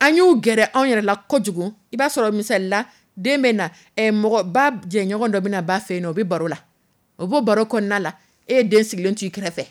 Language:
Dyula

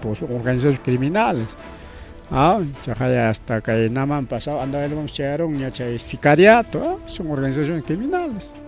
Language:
Ayacucho Quechua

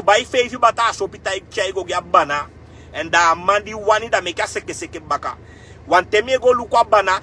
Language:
Sranan Tongo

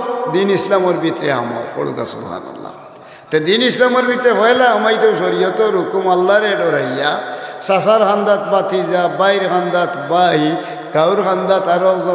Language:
Sylheti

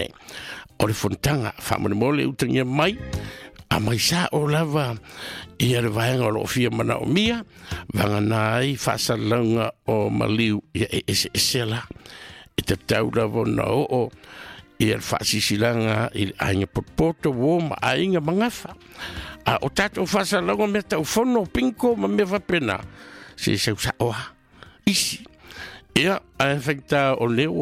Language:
Samoan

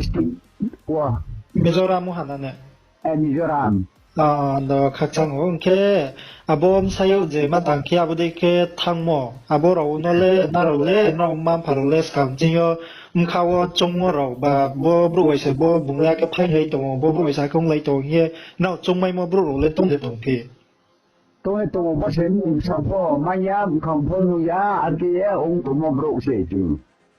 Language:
Riang (India)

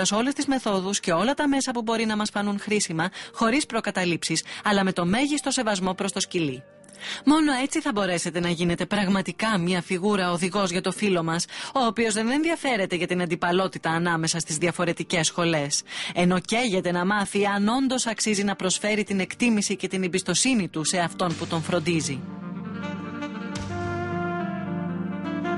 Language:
Greek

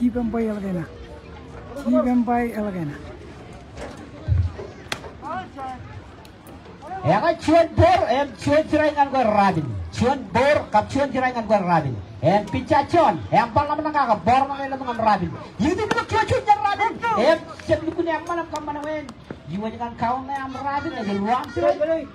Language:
Marshallese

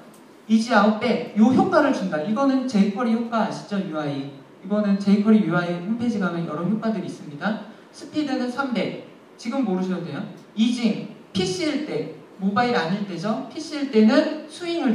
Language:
Korean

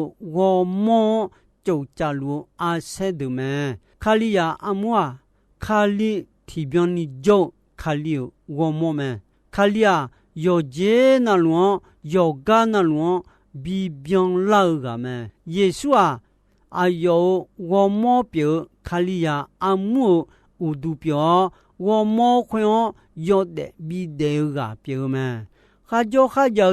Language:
Akha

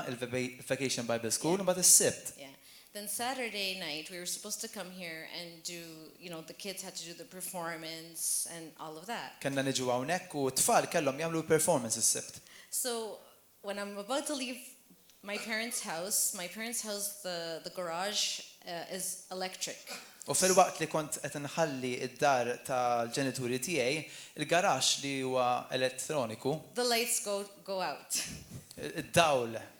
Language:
Maltese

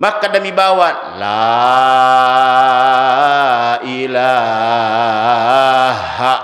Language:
Buginese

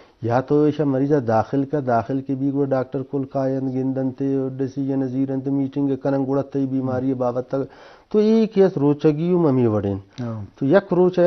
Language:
Eastern Balochi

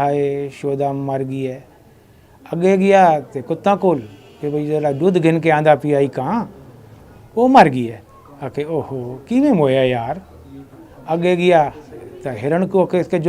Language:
Saraiki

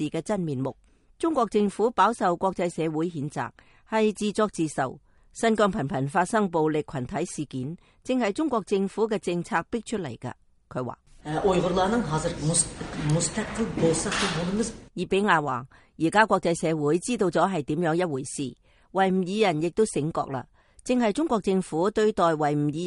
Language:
Cantonese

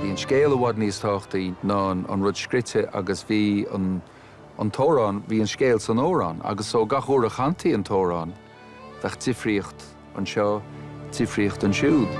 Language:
Irish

